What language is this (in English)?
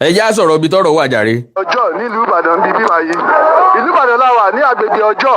Yoruba